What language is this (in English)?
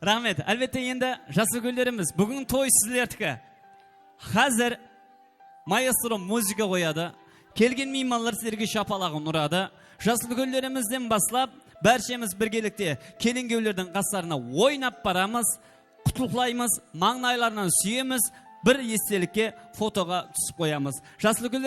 Kara-Kalpak